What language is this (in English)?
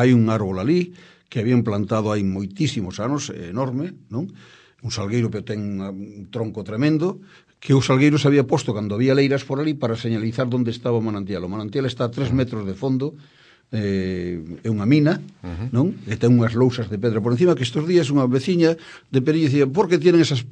Galician